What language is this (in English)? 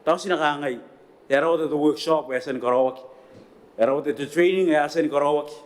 Gilbertese